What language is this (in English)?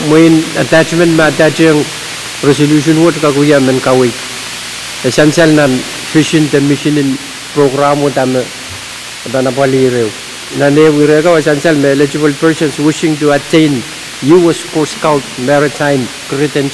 Pohnpeian